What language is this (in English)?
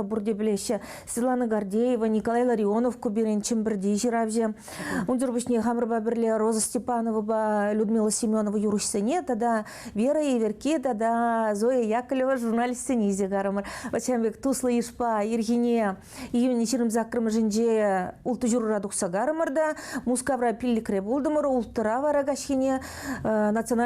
Chuvash